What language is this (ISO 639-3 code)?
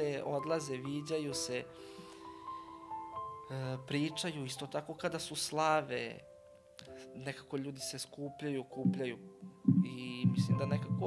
srp